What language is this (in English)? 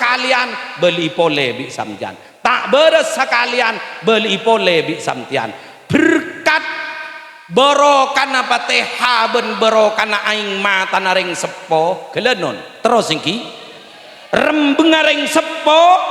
Madurese